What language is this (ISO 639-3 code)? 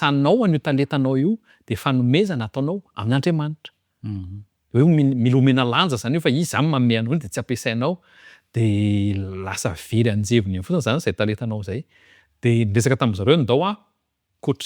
mlg